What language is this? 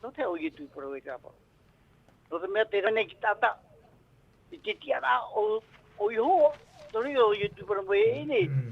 Tahitian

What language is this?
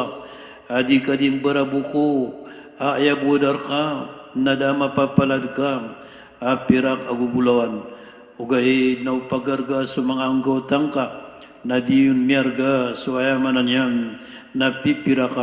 Maranao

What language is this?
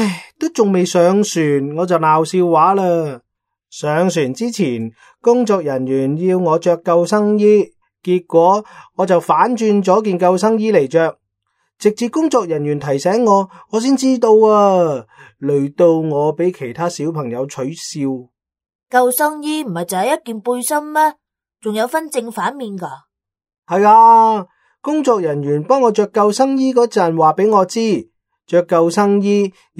Cantonese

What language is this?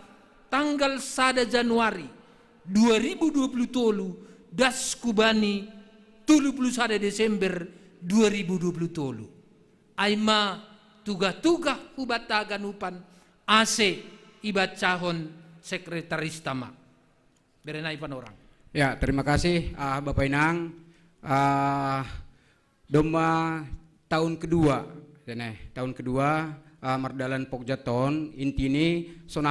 Batak Simalungun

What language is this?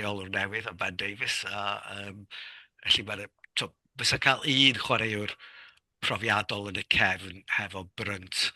Welsh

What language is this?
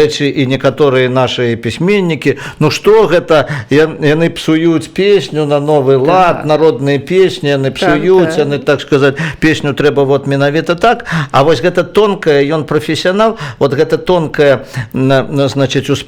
Belarusian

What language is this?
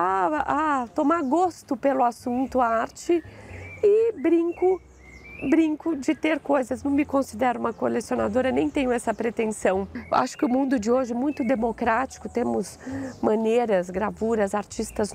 Portuguese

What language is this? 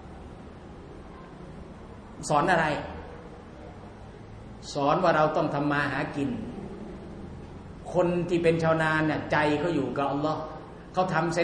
Thai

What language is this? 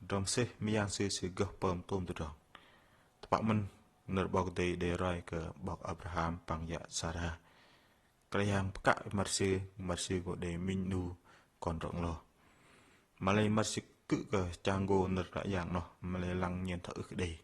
Bahnar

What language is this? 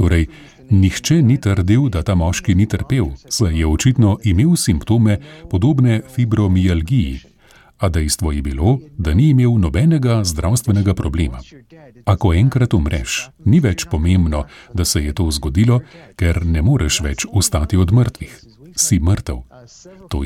Slovenian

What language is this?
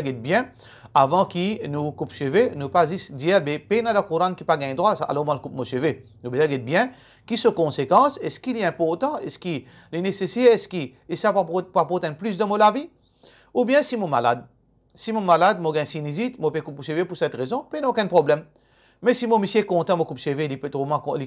Morisyen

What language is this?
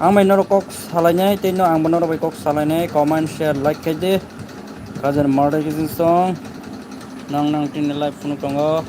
Kok Borok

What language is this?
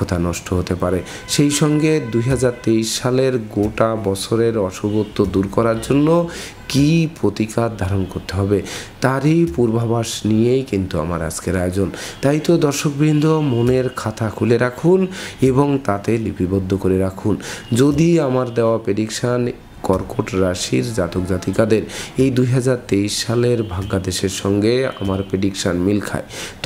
Bangla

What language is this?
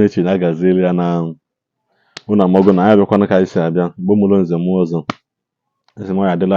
Igbo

